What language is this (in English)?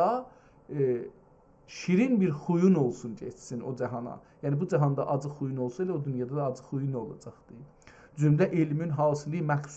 South Azerbaijani